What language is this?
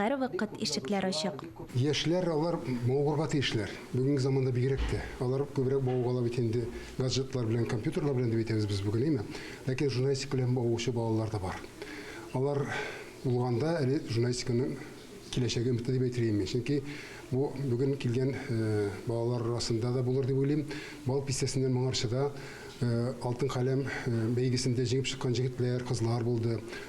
Tatar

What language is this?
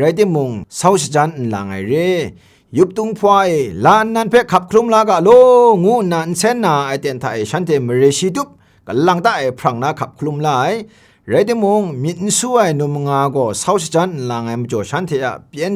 Kachin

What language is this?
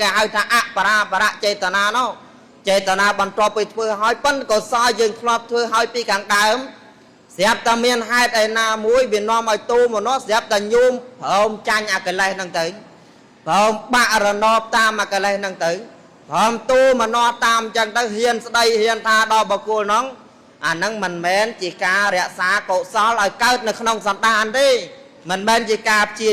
Khmer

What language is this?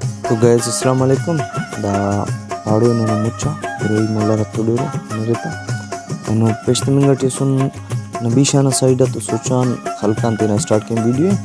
Brahui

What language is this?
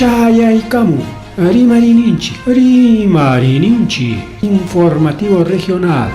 Ayacucho Quechua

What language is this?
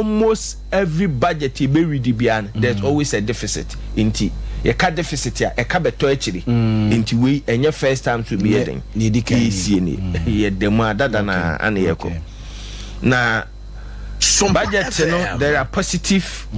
Akan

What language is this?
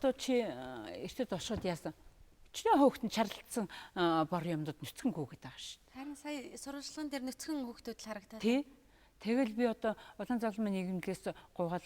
Mongolian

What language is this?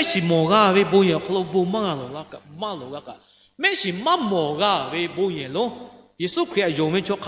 Lahu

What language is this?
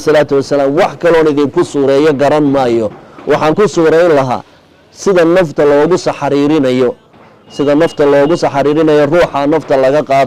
Somali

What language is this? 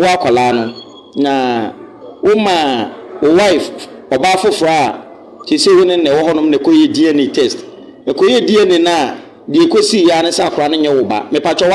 Akan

